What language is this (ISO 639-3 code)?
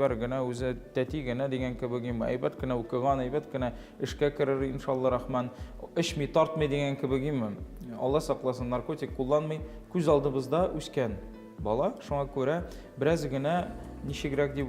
tat